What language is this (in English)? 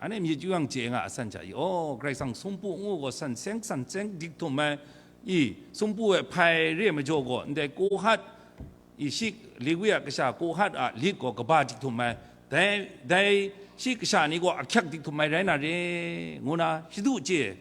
Kachin